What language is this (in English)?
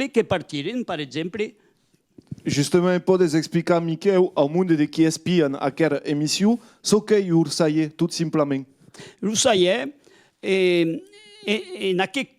Occitan